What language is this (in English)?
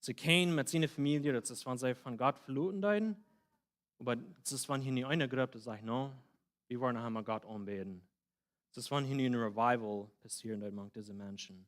Plautdietsch